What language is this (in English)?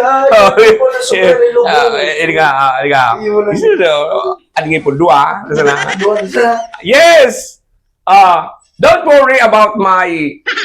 Bikol